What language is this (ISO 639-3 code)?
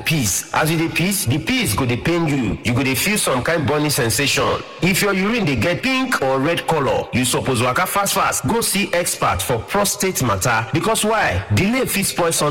pcm